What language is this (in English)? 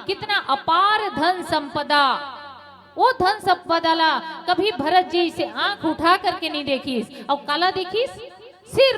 Chhattisgarhi